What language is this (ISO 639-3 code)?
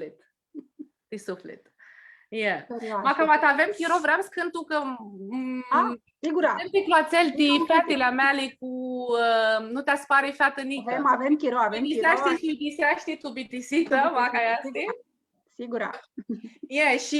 rup